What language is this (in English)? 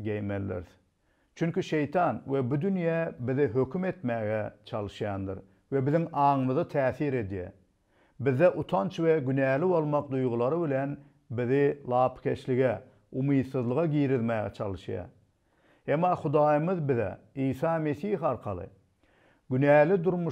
Turkmen